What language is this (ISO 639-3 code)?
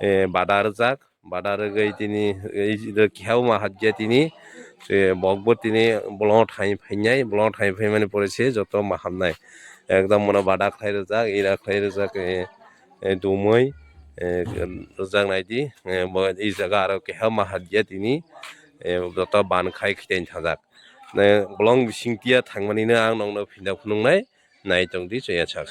trp